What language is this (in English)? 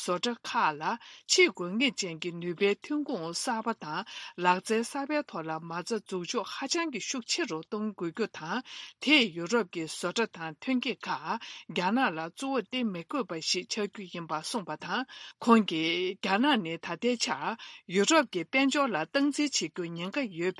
Tibetan